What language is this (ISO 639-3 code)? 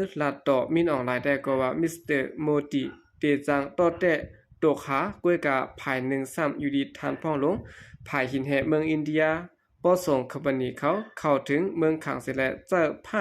shn